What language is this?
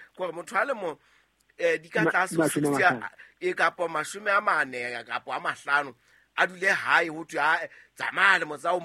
Southern Sotho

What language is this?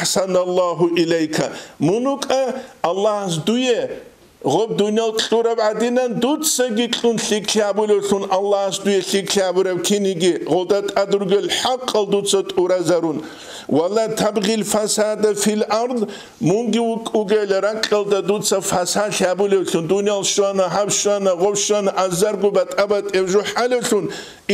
Avaric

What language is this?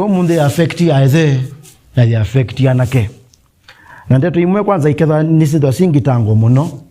Kamba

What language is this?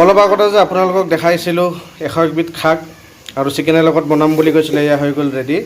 Assamese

